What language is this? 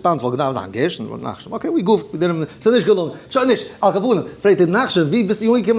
Yiddish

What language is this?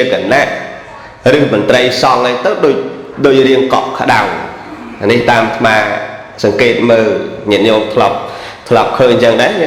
Khmer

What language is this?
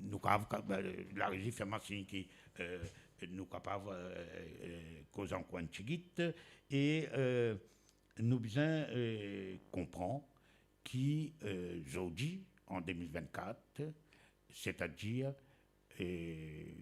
Morisyen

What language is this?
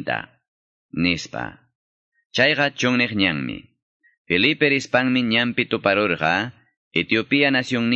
Quechua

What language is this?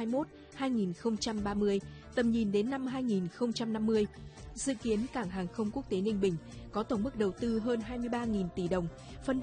Vietnamese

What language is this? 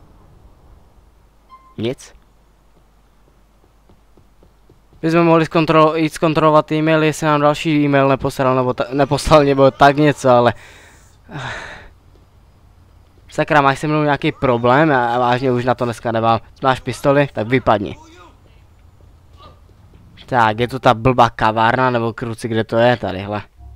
Czech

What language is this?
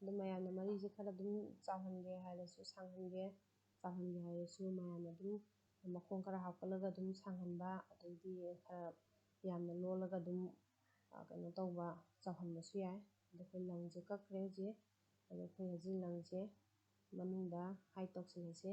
Manipuri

